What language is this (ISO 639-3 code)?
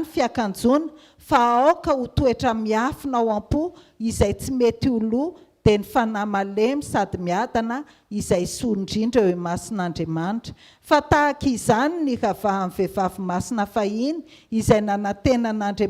mlg